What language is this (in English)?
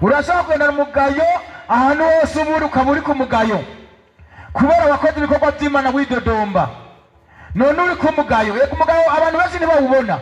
Rundi